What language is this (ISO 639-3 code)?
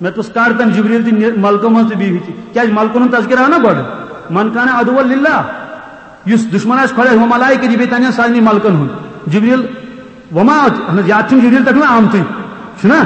kas